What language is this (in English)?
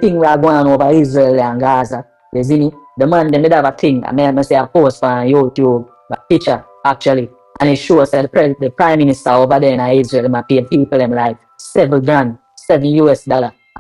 Jamaican Creole English